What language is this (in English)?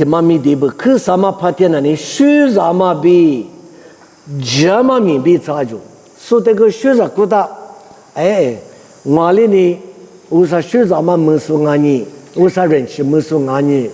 Lisu